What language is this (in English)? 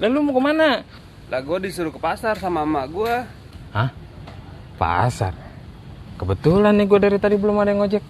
Betawi